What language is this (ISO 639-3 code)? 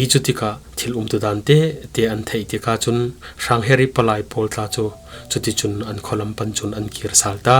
cfm